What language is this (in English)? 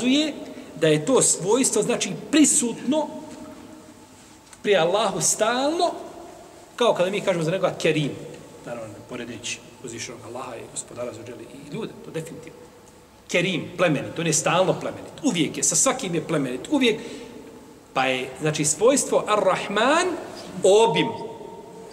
Bosnian